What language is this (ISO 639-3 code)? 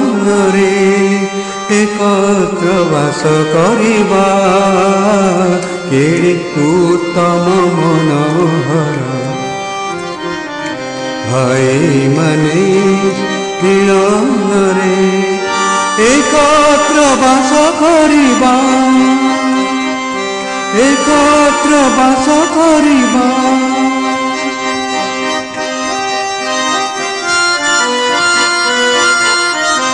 ori